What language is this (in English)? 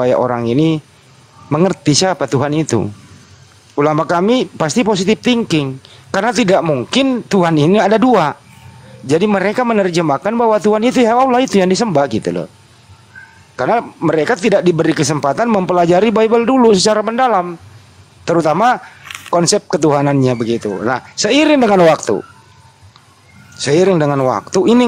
Indonesian